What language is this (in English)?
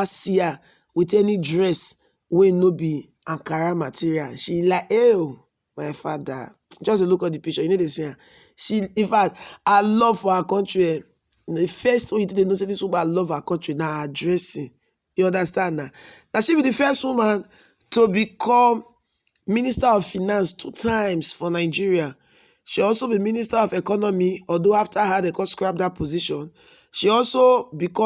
Nigerian Pidgin